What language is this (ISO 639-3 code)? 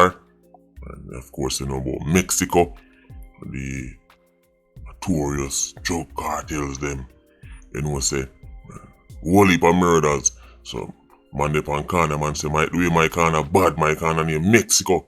jam